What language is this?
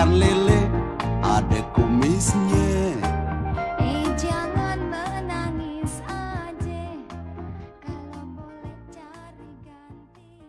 Betawi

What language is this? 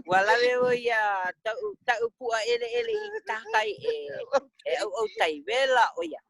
Hawaiian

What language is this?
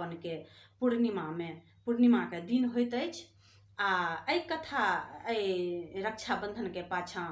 Maithili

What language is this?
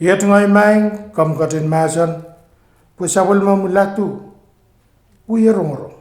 Pohnpeian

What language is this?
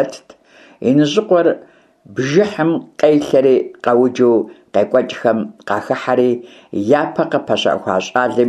Kabardian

